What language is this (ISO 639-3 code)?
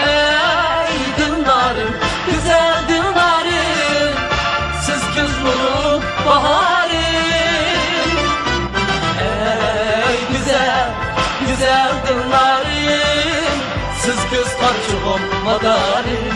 uig